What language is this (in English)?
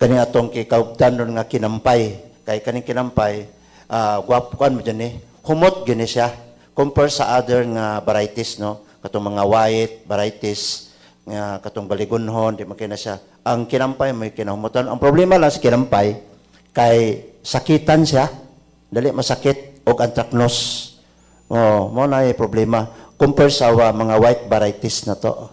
Cebuano